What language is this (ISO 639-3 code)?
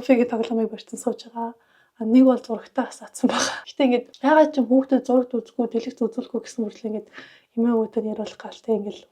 mon